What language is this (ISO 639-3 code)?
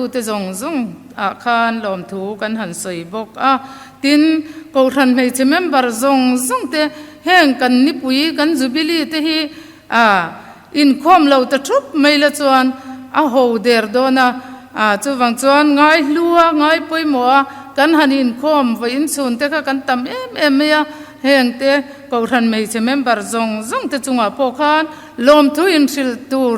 lus